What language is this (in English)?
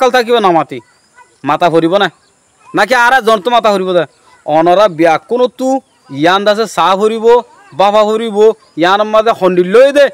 Rohingya